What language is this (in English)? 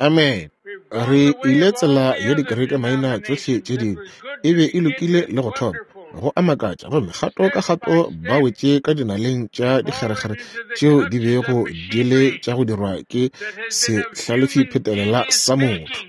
Northern Sotho